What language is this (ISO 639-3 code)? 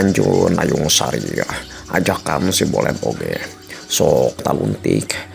sun